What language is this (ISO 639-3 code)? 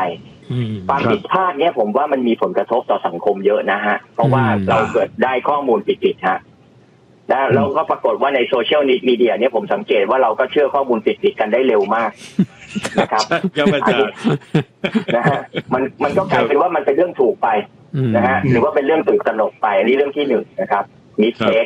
tha